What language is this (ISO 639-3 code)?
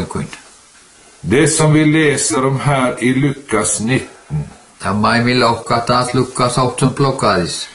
nor